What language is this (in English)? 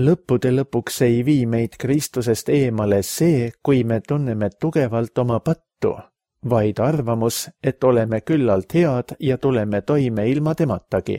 Estonian